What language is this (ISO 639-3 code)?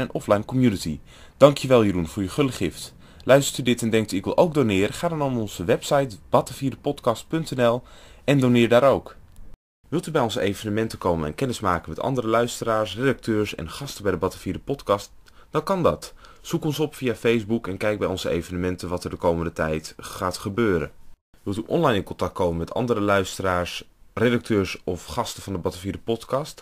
nld